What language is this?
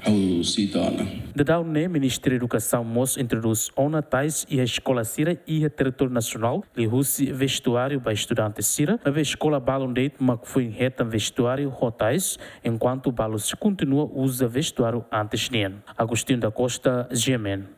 Tetum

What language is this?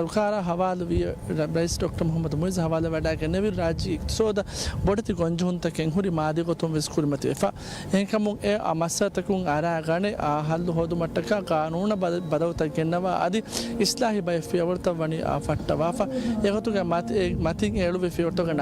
Divehi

